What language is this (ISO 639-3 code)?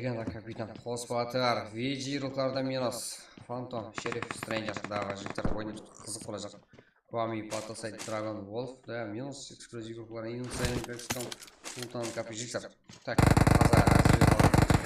kaa